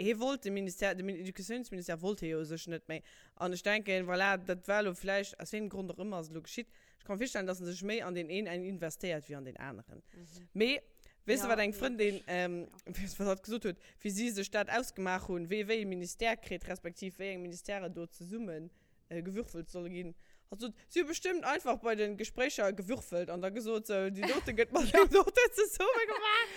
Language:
Luxembourgish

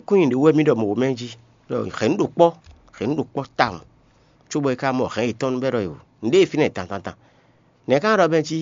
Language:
Fon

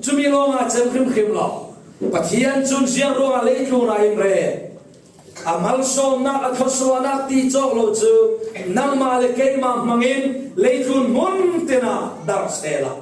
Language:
Falam Chin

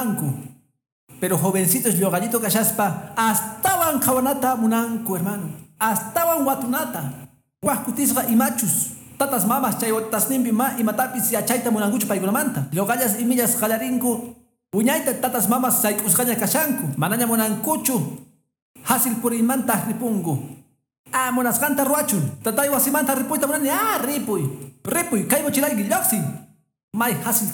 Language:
Quechua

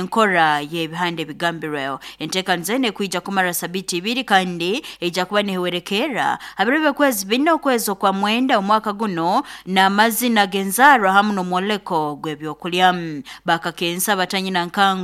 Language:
Nyoro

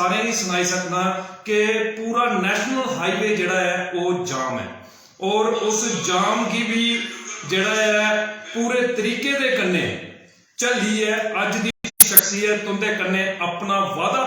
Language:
Dogri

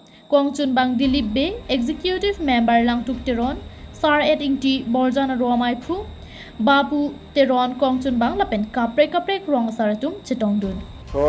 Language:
Karbi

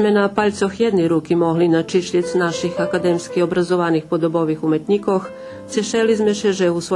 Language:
Rusyn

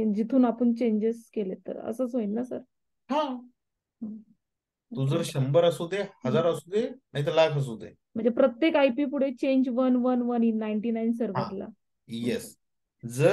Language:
Marathi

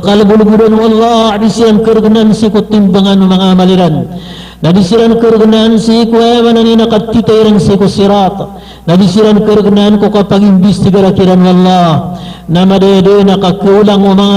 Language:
Maranao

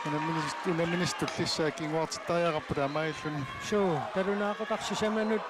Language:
Kalaallisut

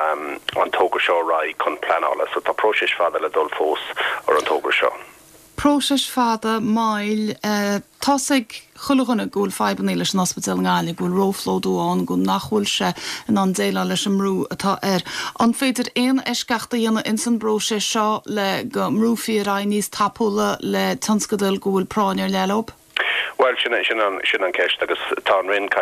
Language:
Irish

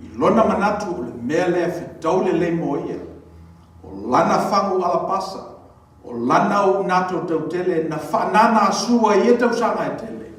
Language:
Samoan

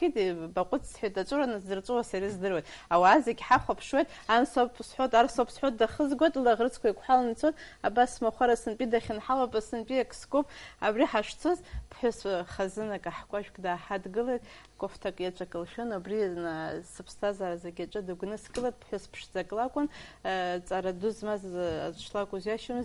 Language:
Abkhazian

